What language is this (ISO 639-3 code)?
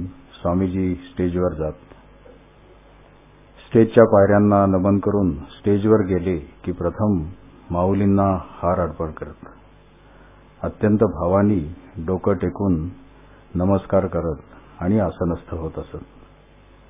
mar